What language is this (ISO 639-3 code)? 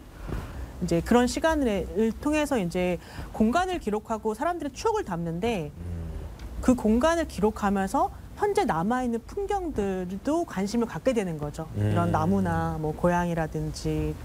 kor